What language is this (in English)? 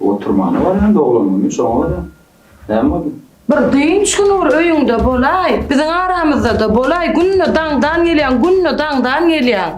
Turkmen